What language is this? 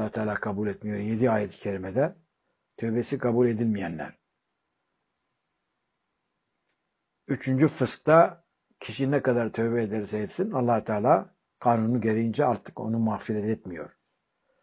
Turkish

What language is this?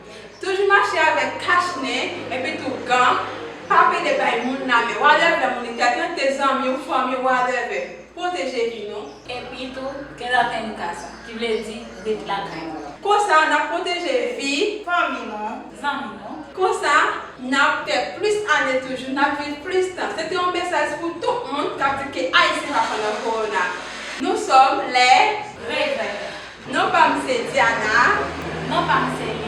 Haitian Creole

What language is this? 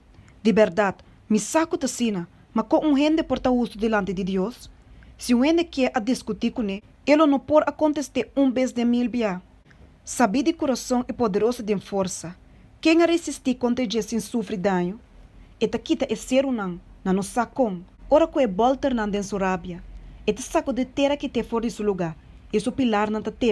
Papiamento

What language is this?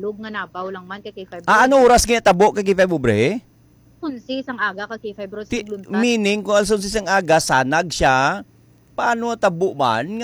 Hiligaynon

